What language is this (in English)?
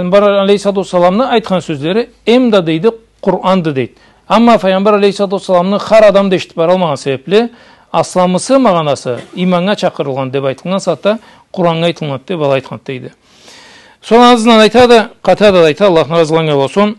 Karachay-Balkar